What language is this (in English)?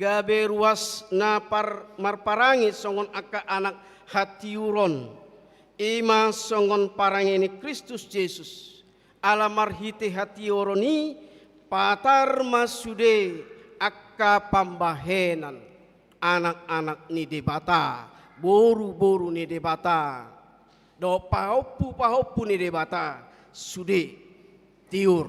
Batak Toba